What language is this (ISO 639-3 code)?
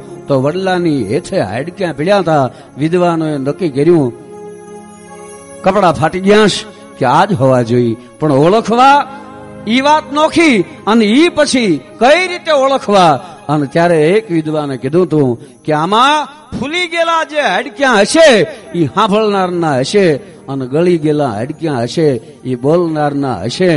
guj